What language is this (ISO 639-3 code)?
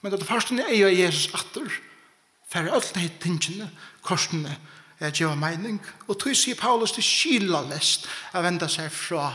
fao